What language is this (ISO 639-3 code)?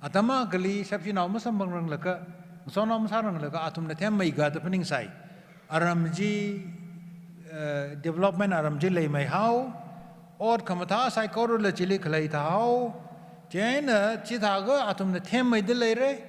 nmf